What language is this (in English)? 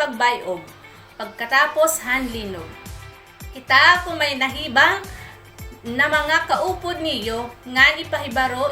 Waray